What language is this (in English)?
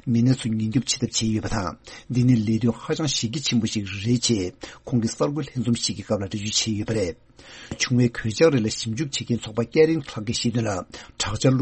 Tibetan